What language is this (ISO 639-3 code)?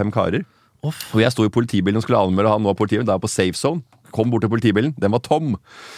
nor